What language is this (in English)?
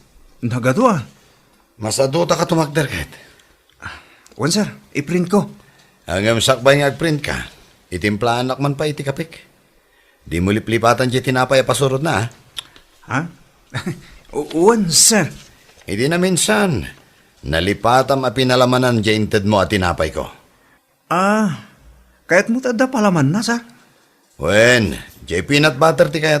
Iloko